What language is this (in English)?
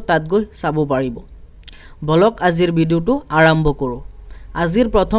Assamese